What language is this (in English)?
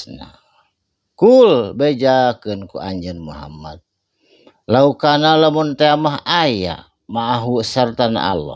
Sundanese